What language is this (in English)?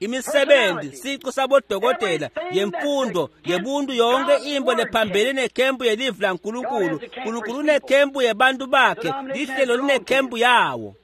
Swati